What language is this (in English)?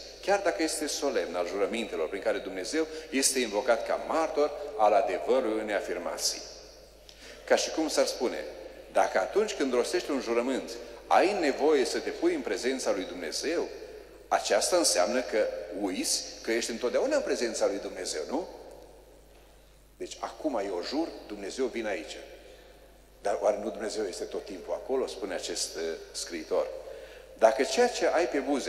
Romanian